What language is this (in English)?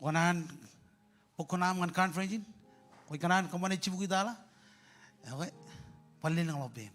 Marshallese